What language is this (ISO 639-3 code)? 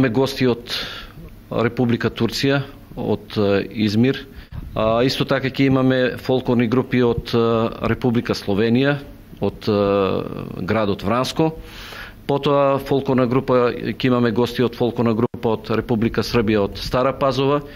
mkd